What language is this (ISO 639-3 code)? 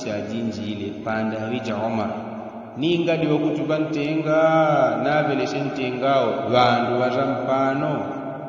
yao